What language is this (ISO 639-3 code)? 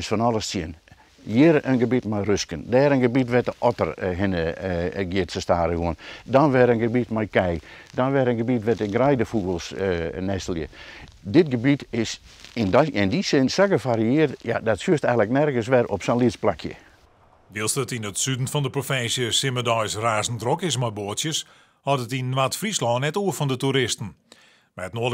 fry